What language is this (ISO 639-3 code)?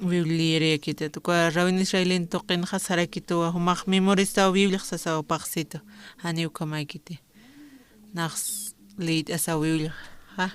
aym